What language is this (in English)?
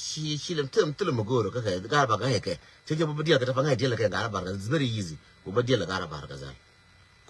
Nuer